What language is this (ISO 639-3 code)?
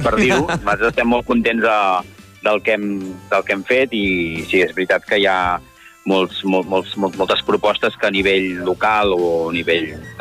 cat